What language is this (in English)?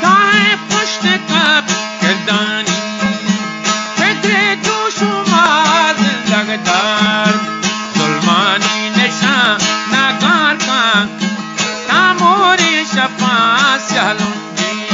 Eastern Balochi